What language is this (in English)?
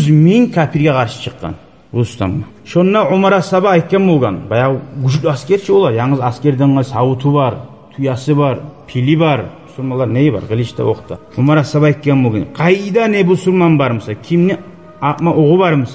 Kumyk